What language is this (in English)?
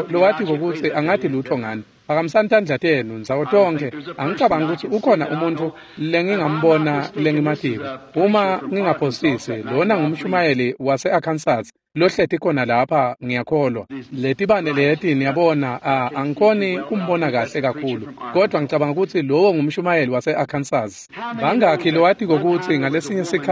Swati